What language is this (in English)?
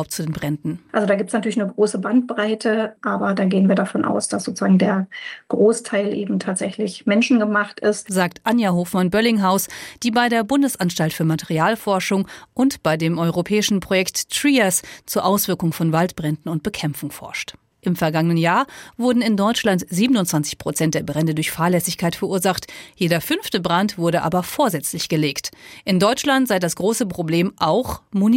German